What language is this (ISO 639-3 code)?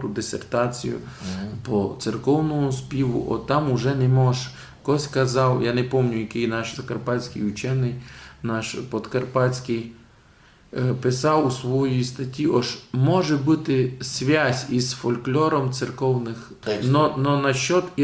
rue